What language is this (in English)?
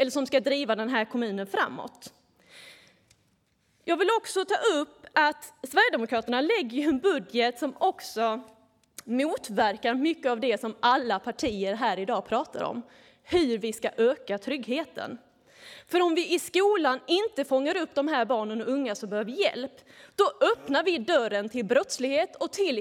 Swedish